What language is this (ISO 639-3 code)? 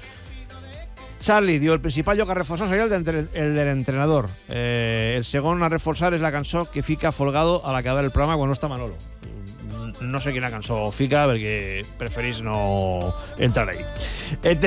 cat